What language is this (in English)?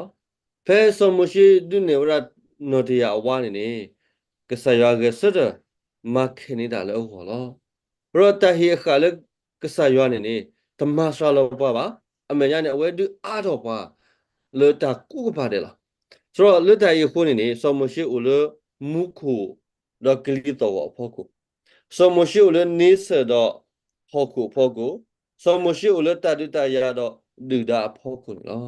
S'gaw Karen